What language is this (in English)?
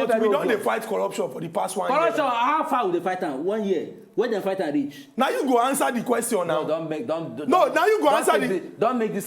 Nigerian Pidgin